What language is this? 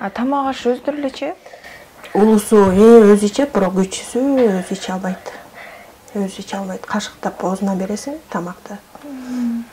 Kyrgyz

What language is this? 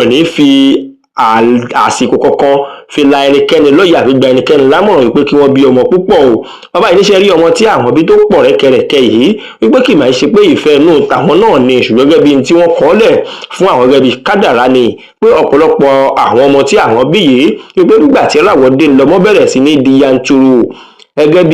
Yoruba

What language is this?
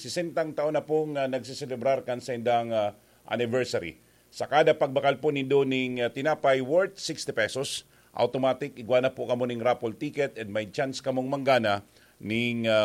Bikol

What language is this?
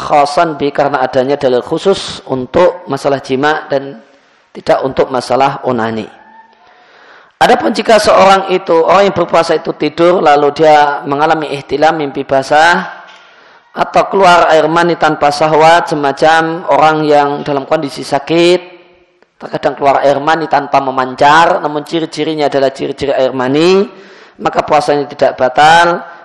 Indonesian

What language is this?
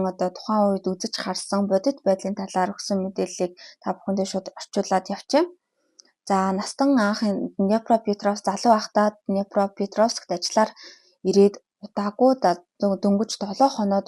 Mongolian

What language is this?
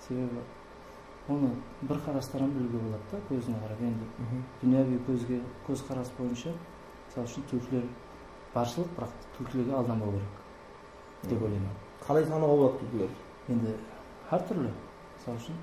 Kara-Kalpak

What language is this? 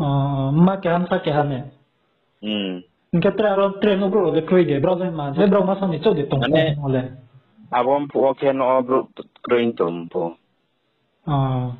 Riang (India)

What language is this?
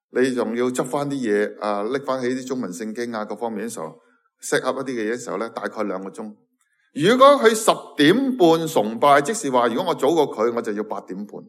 Cantonese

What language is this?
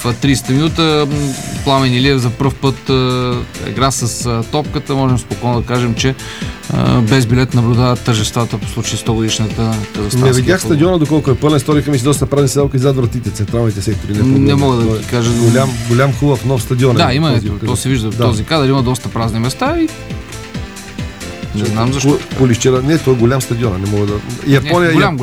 Bulgarian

